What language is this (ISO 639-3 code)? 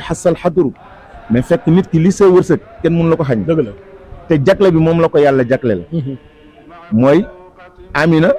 wol